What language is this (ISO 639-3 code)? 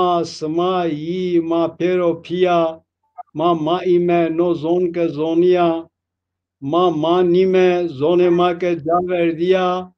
zza